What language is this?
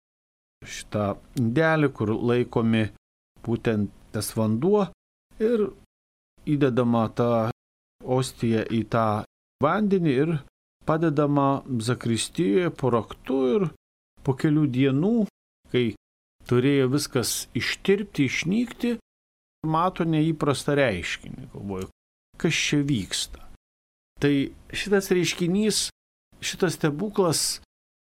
Lithuanian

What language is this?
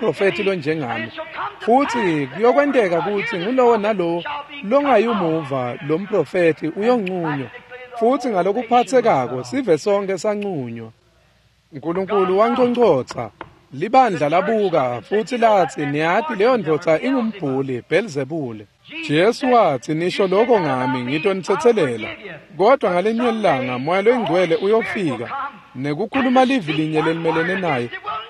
Swati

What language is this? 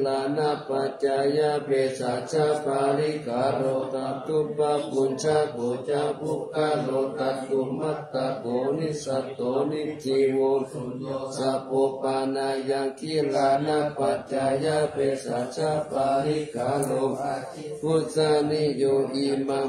Pali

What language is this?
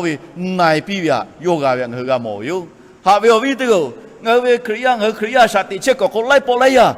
Lahu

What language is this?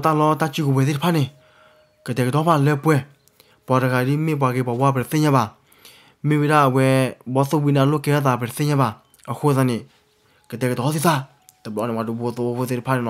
S'gaw Karen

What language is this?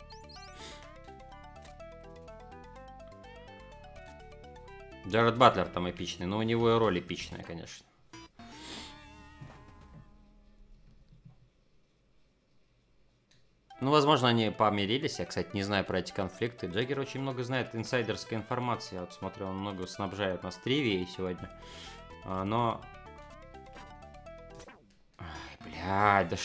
Russian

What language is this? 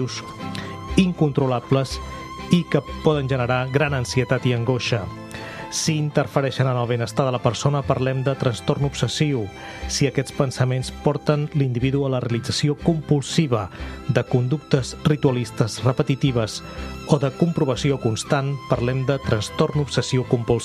Catalan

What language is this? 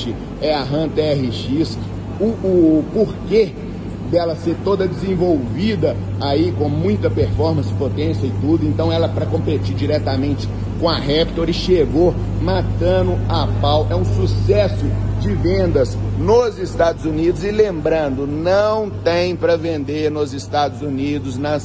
Portuguese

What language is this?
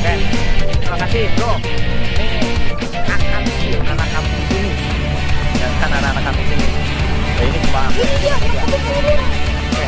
Betawi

